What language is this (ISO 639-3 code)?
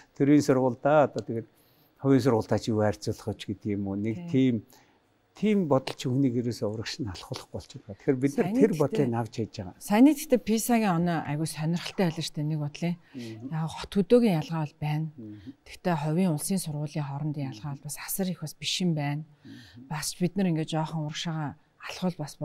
mon